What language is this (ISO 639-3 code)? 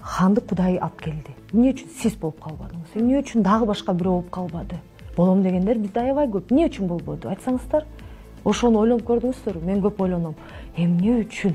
kir